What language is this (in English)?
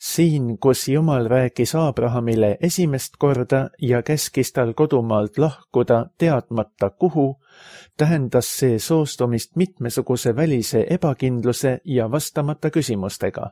Estonian